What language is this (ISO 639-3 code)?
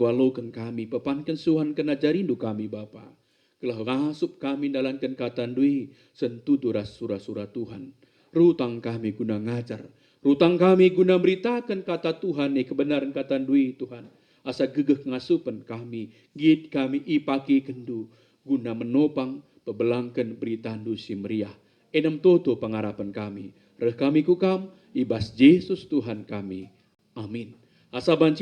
btx